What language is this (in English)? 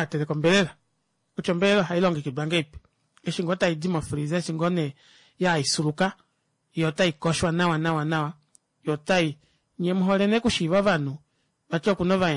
Kuanyama